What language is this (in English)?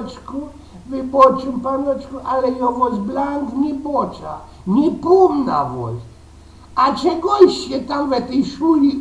Silesian